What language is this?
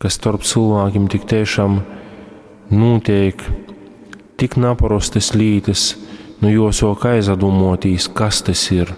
Latgalian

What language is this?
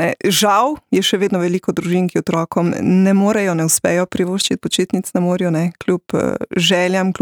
Slovenian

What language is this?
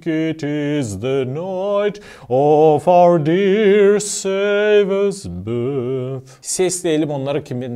Gagauz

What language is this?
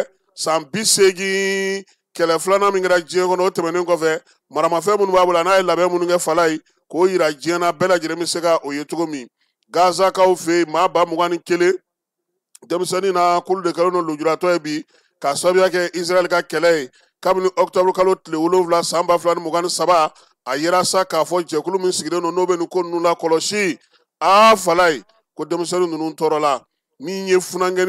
Bambara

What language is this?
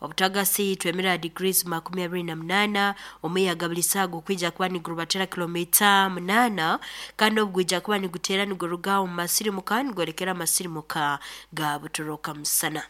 Nyoro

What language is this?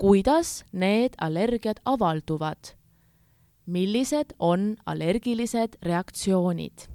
Estonian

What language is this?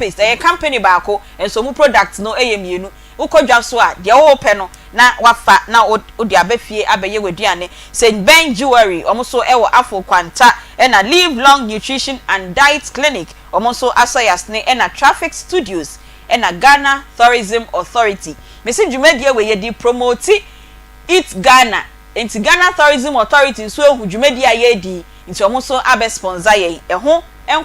Akan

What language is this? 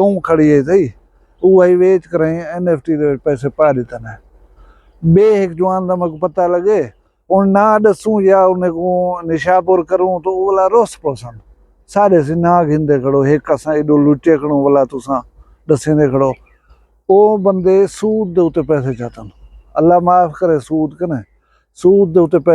Saraiki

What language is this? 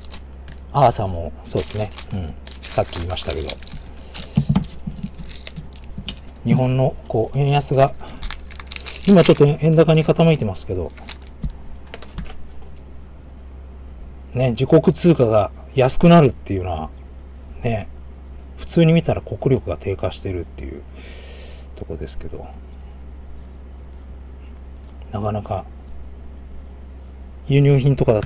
Japanese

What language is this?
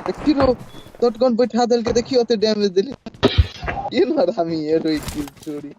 Maithili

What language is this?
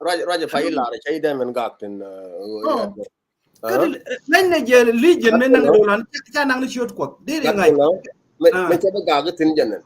Nuer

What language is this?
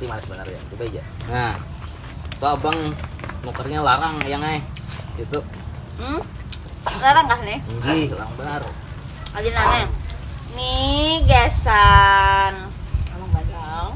Banjar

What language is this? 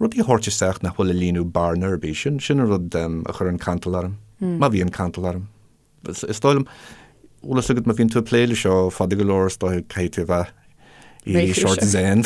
Irish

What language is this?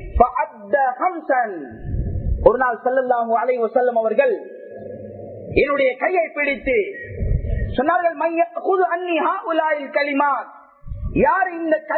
Tamil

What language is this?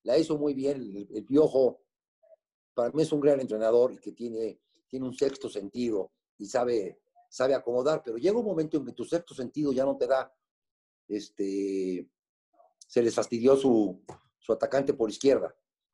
Spanish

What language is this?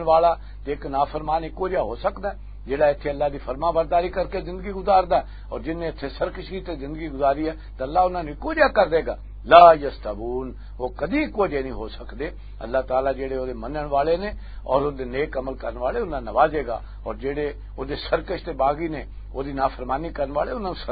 Western Panjabi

